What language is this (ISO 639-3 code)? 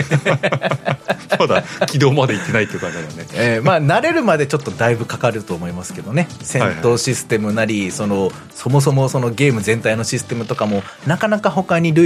jpn